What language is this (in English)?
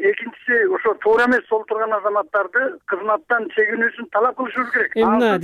Kyrgyz